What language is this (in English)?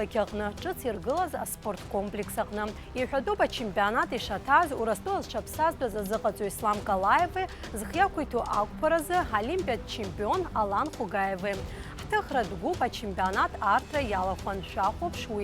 Abkhazian